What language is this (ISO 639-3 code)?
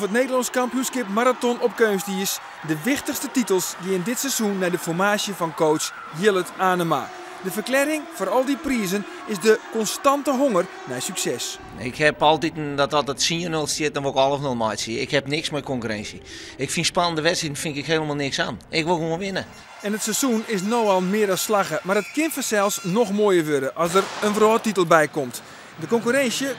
fry